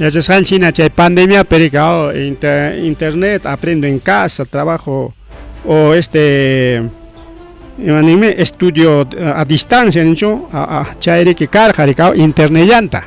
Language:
Ayacucho Quechua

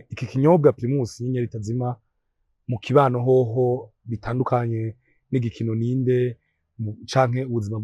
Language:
Rundi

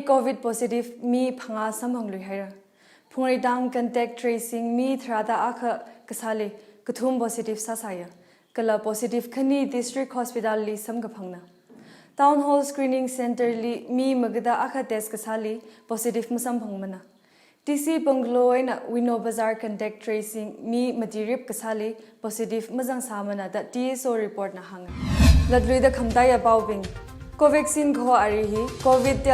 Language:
Tangkhul Naga (India)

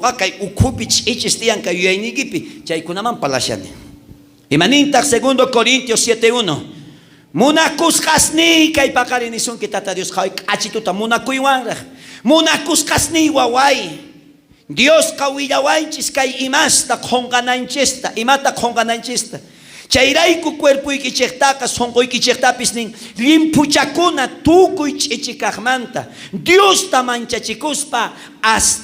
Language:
South Bolivian Quechua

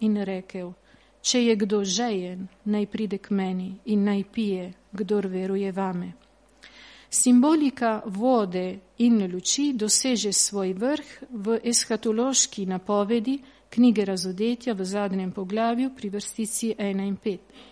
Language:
Slovenian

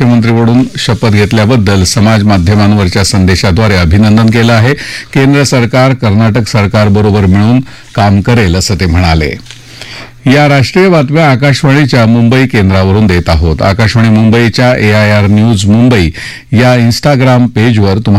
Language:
Marathi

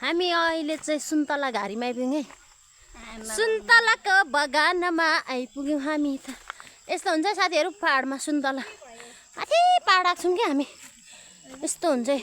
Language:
Nepali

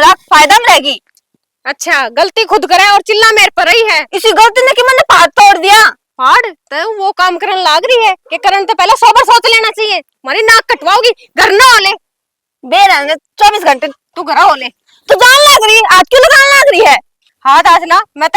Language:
Haryanvi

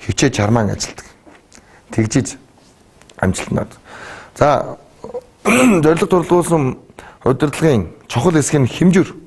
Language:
Mongolian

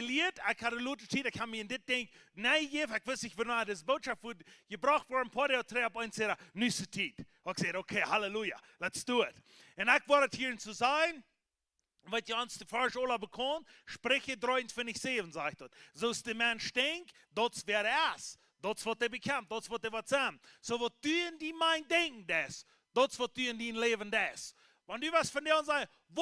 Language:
Plautdietsch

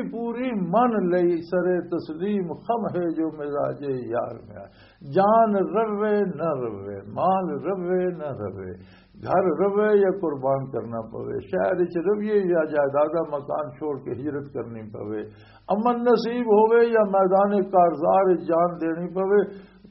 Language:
Western Panjabi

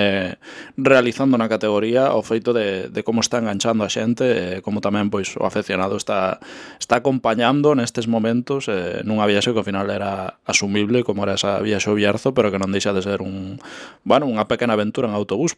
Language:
Galician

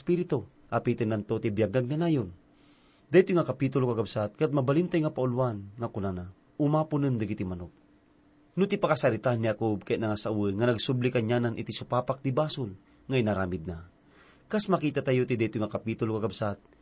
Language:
Iloko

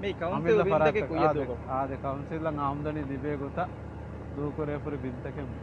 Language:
Divehi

